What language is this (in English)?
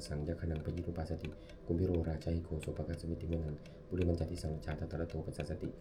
Pali